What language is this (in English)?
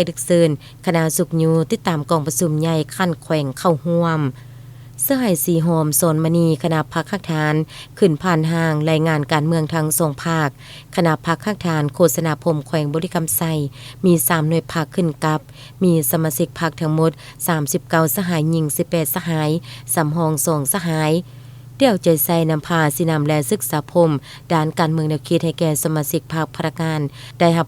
Lao